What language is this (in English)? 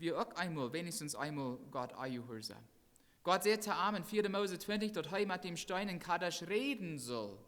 Plautdietsch